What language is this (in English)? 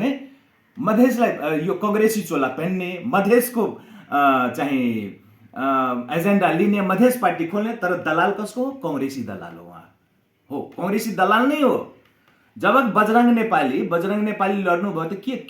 Nepali